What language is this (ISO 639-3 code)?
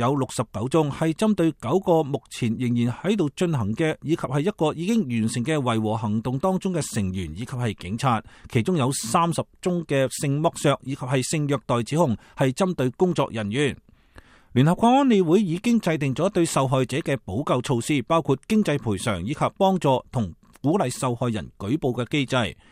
yue